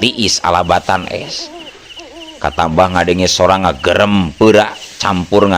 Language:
Sundanese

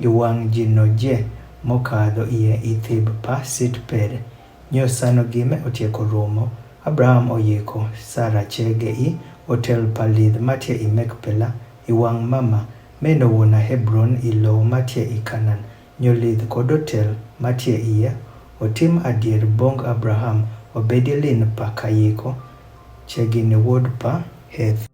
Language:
Adhola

